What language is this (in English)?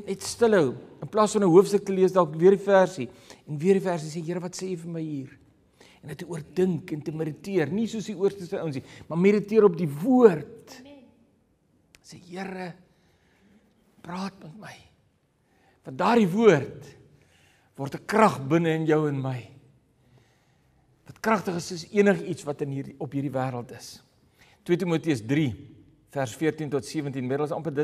Afrikaans